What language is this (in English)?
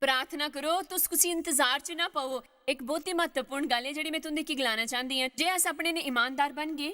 Dogri